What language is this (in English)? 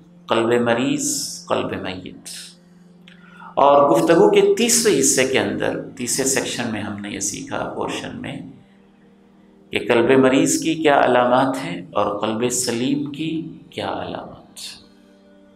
Urdu